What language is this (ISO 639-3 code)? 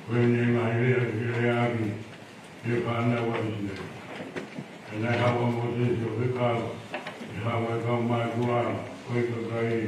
ton